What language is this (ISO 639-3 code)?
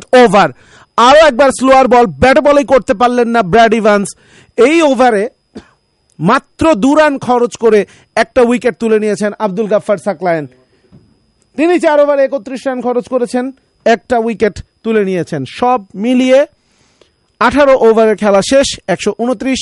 ben